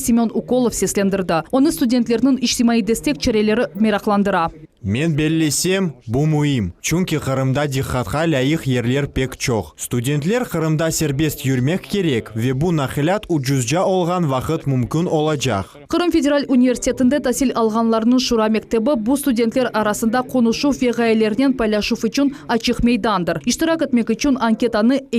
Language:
Crimean Tatar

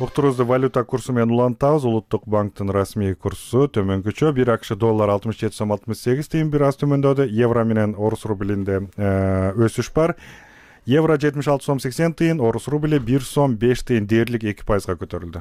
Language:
Kyrgyz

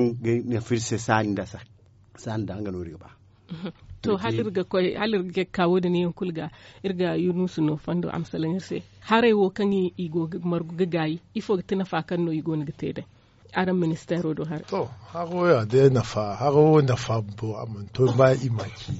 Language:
Zarma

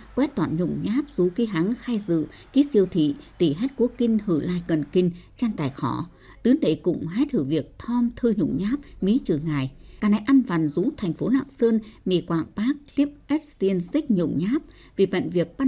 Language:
Tày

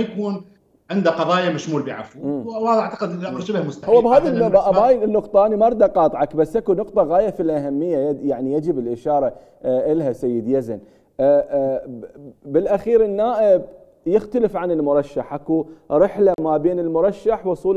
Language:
Mesopotamian Arabic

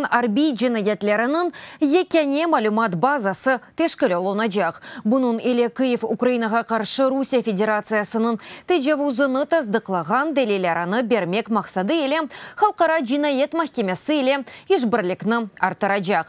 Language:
Crimean Tatar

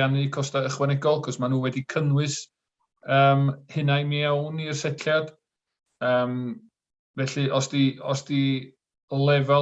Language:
Welsh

